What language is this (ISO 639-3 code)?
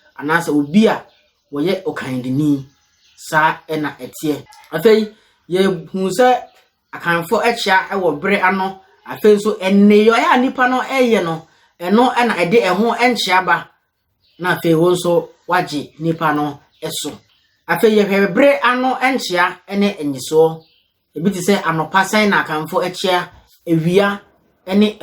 aka